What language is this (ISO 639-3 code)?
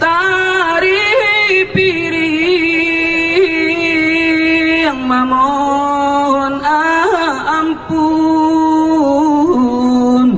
min